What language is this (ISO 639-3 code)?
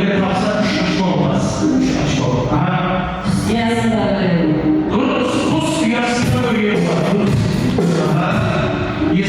kaa